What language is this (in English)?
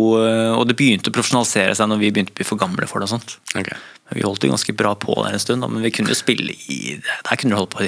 Norwegian